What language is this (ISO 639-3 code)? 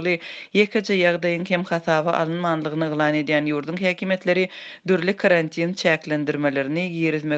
tuk